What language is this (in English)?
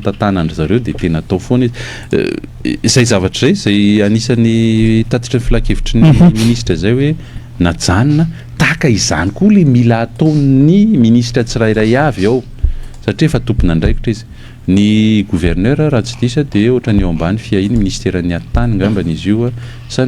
Malagasy